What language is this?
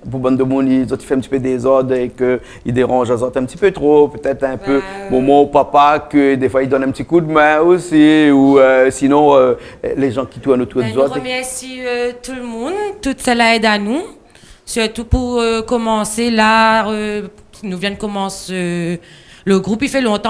Réunion Creole French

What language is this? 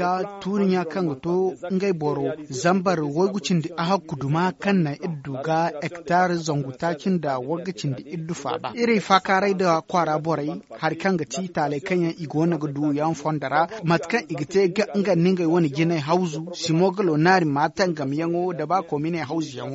Zarma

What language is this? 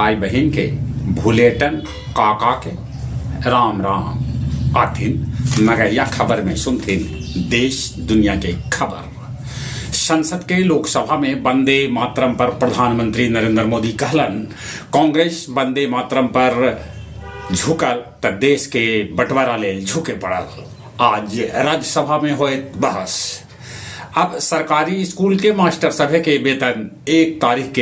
Magahi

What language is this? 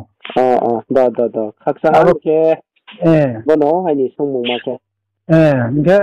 Riang (India)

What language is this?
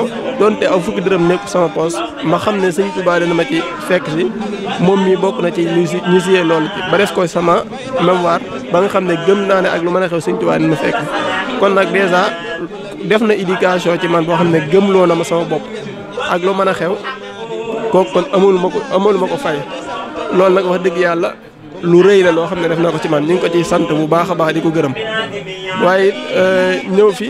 Wolof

